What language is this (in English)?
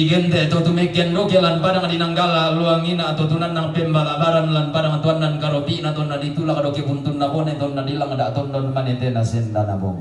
Toraja-Sa'dan